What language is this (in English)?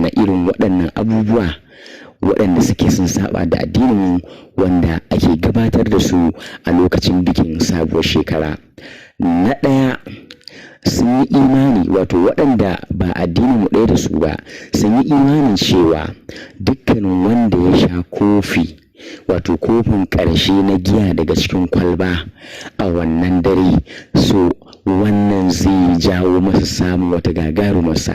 Hausa